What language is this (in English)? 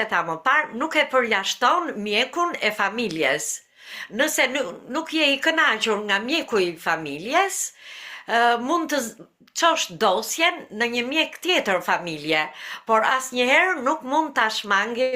Albanian